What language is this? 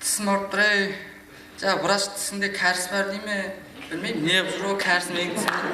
Kara-Kalpak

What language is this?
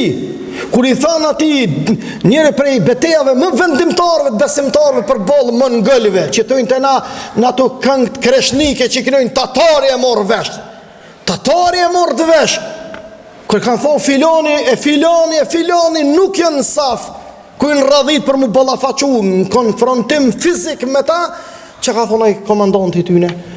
Albanian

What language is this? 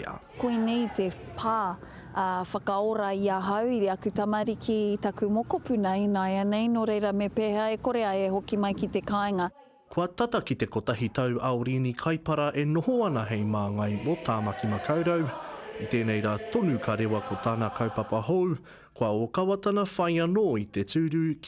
Māori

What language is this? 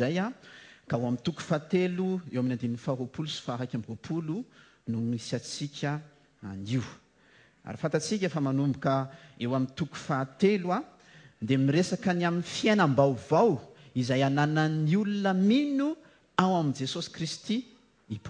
Malagasy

